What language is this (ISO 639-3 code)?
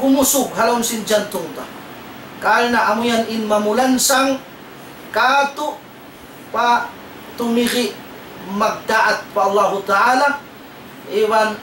tsg